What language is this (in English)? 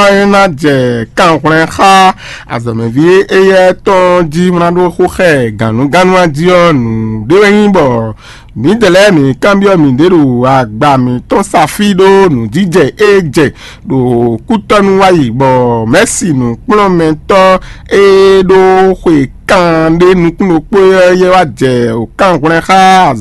Fon